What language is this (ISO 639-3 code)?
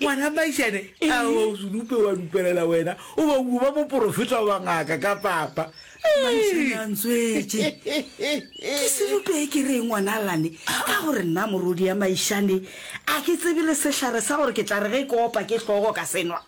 nso